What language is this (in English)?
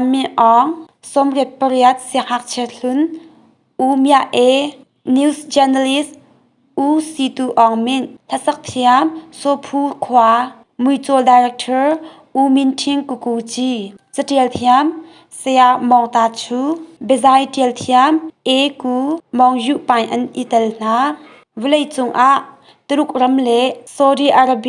Hakha Chin